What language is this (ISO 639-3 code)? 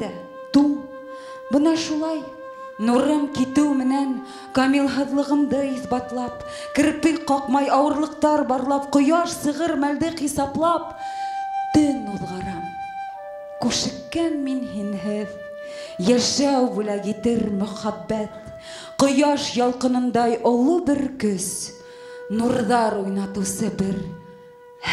bak